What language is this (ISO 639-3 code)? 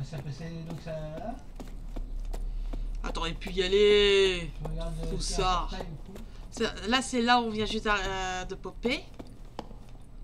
fra